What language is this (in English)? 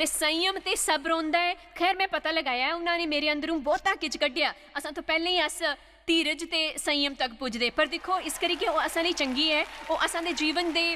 Dogri